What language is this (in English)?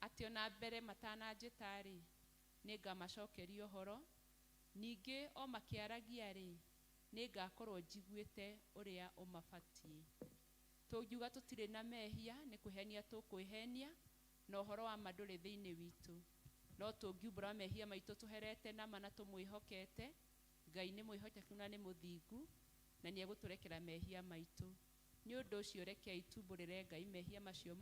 Kikuyu